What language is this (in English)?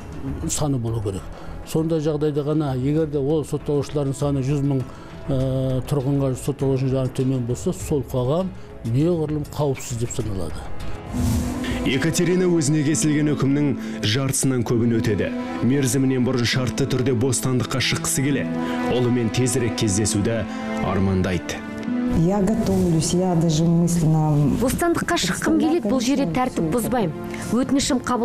Kazakh